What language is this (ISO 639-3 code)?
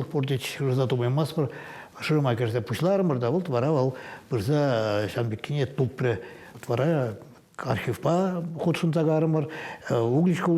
chv